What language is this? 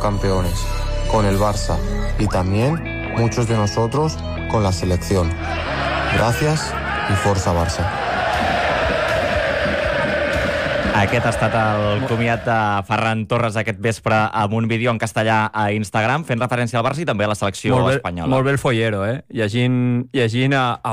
Catalan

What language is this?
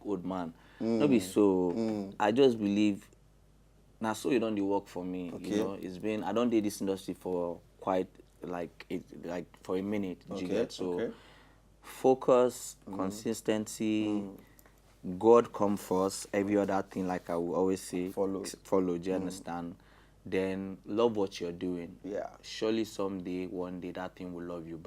Nigerian Pidgin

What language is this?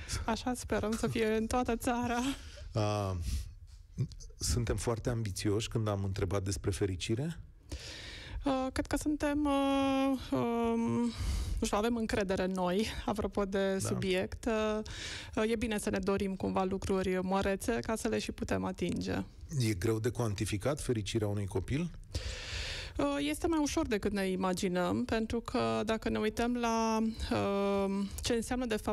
Romanian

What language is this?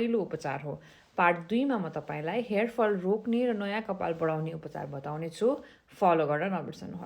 Nepali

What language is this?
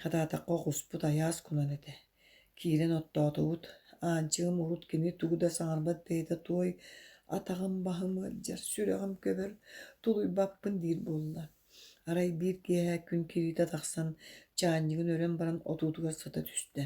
Yakut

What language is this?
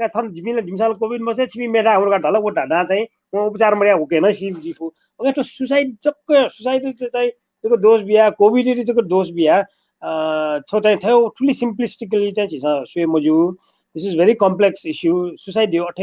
Newari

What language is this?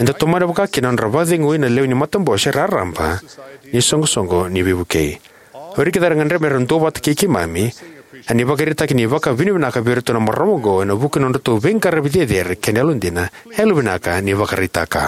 Fijian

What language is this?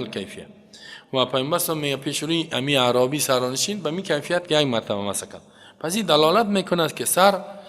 Persian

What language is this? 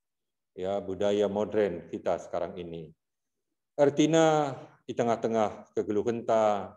Batak Karo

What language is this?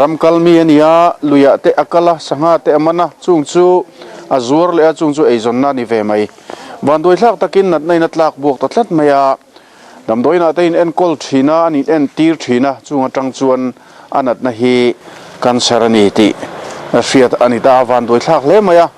Mizo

